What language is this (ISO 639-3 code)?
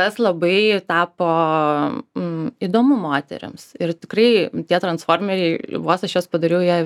lit